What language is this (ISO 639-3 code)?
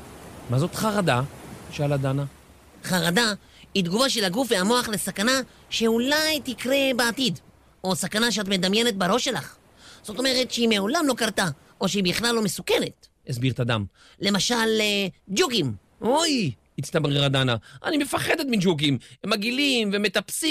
heb